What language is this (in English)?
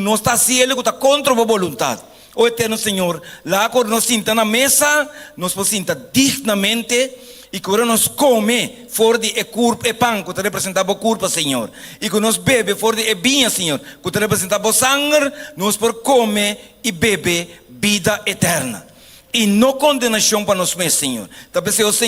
Papiamento